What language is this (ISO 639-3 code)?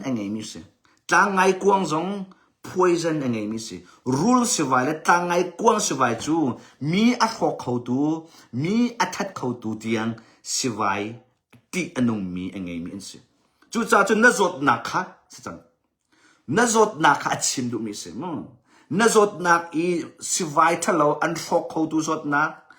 cnh